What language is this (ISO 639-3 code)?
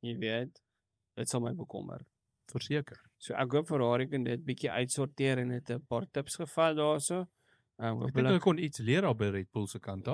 afr